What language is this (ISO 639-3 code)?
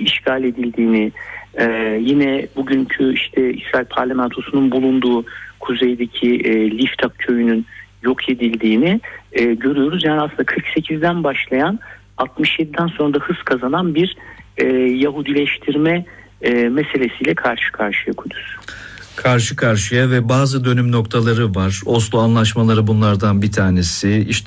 tur